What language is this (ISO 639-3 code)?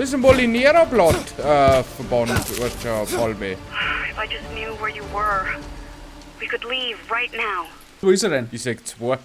bar